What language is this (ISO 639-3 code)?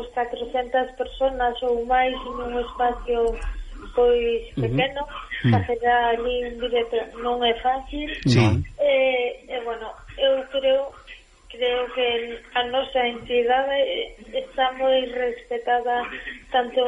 glg